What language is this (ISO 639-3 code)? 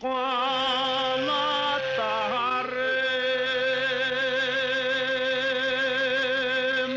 bak